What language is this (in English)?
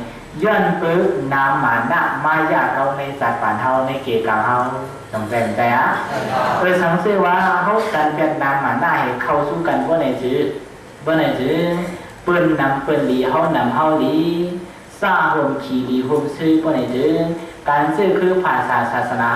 Shan